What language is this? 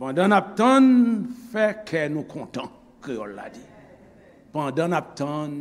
Haitian Creole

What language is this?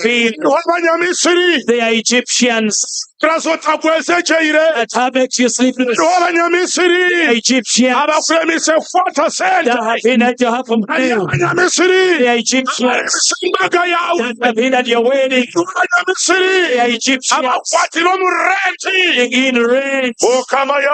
Nyankole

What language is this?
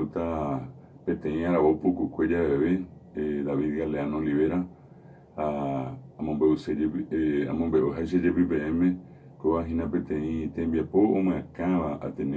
Guarani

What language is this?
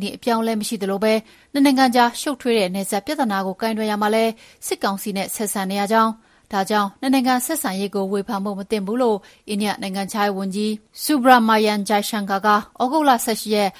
Burmese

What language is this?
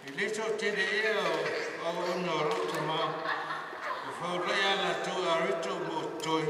Samoan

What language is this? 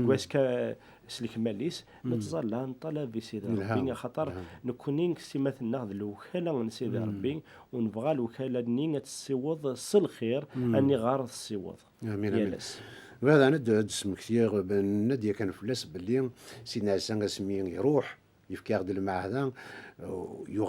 Kabyle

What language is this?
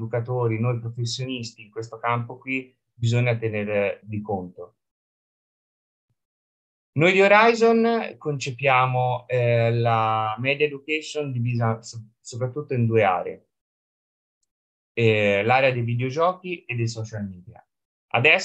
Italian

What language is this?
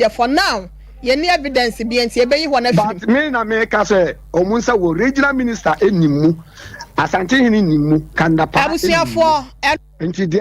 Akan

